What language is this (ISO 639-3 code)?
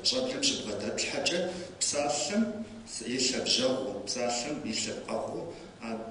kbd